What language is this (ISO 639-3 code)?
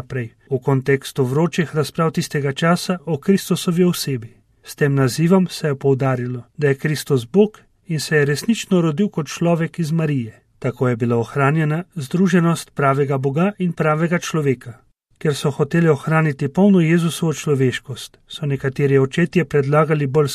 slv